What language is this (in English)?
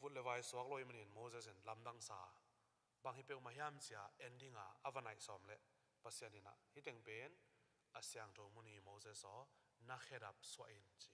Tedim Chin